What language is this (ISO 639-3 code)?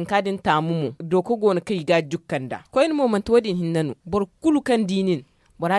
dje